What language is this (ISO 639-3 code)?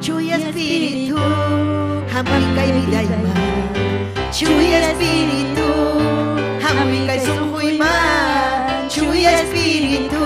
quy